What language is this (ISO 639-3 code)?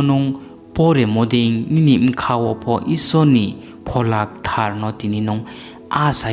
ria